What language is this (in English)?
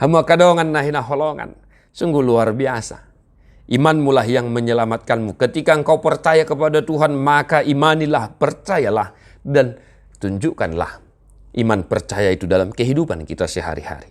Batak Toba